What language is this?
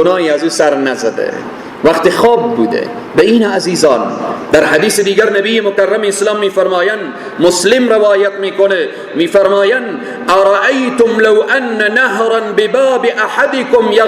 Persian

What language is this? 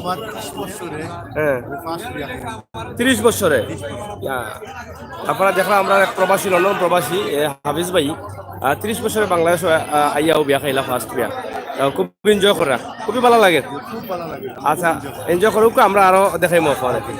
Sylheti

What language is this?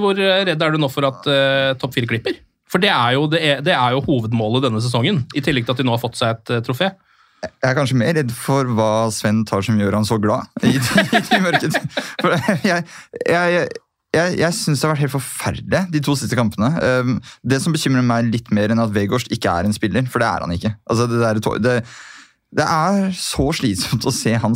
Norwegian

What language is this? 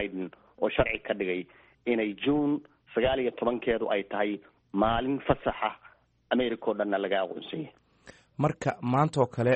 Somali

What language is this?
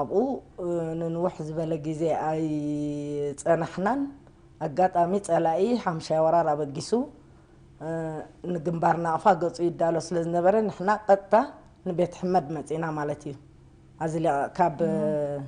Tigrinya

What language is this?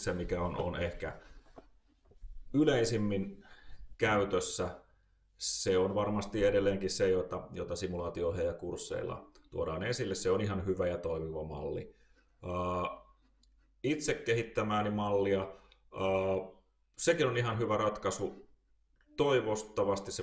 Finnish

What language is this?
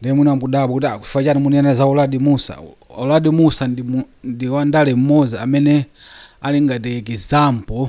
Nyanja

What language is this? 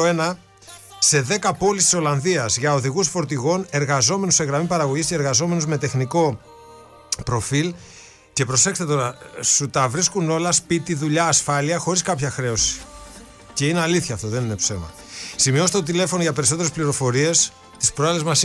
Greek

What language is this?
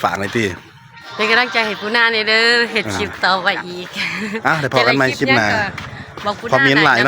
Northeastern Thai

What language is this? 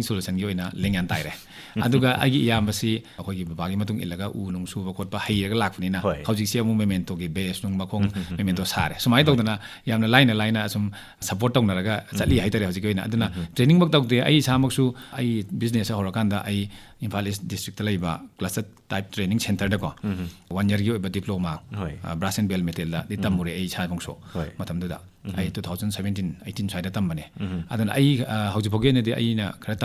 Manipuri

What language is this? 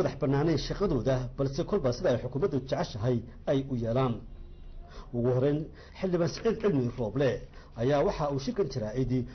Somali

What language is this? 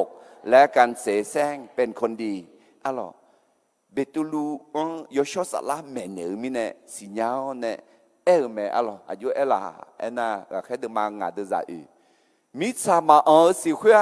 Akha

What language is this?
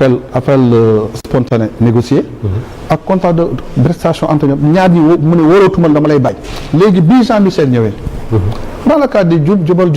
Wolof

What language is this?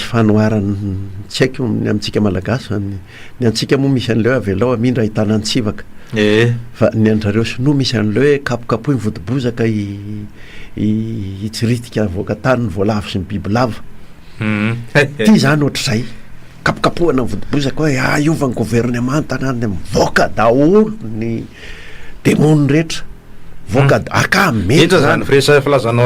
Malagasy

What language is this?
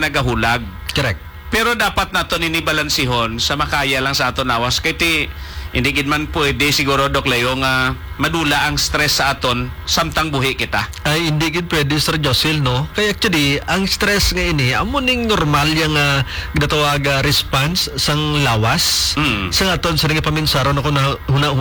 Hiligaynon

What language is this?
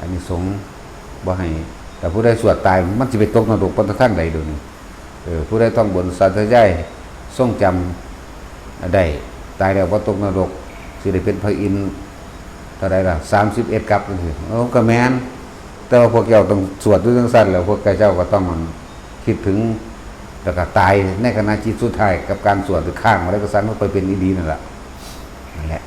Northeastern Thai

